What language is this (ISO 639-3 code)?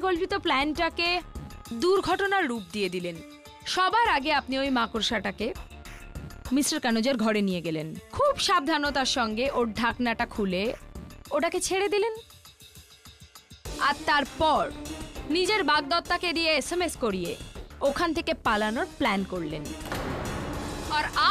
ben